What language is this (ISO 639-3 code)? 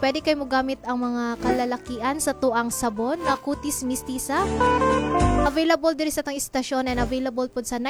ceb